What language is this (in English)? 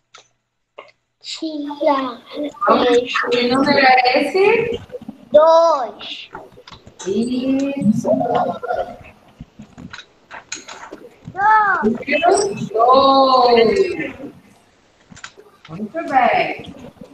Portuguese